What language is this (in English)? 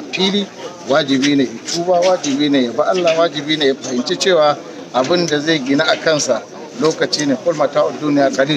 Hausa